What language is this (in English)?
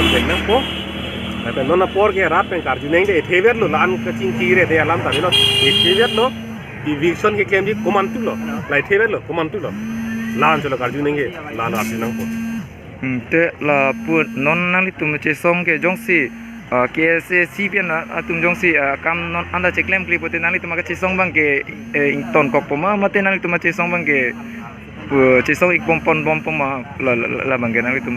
Karbi